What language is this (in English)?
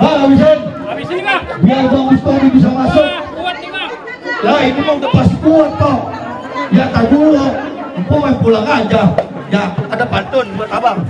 Betawi